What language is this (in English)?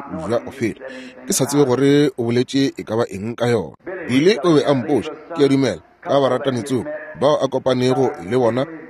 Northern Sotho